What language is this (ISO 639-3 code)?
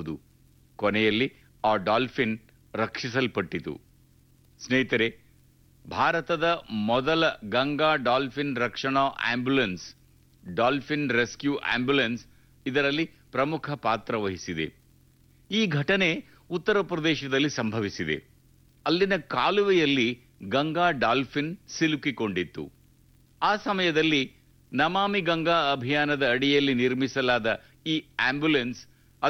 kan